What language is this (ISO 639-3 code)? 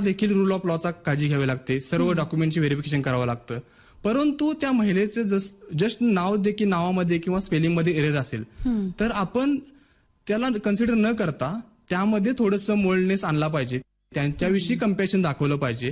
mar